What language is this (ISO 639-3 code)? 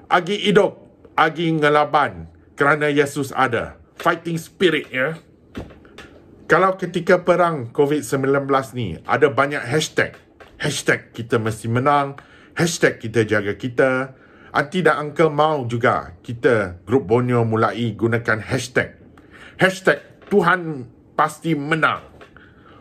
msa